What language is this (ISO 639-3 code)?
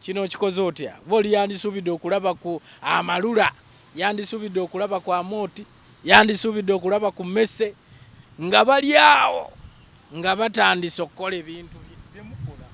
lug